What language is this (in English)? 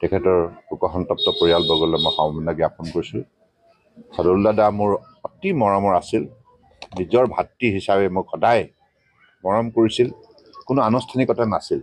Assamese